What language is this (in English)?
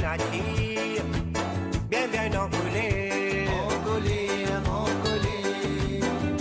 Morisyen